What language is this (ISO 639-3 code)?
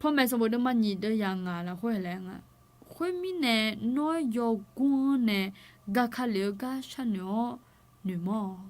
ahk